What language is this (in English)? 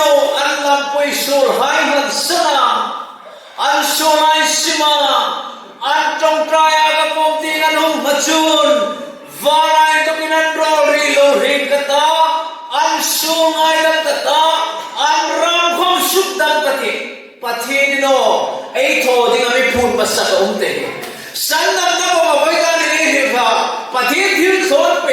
Hmar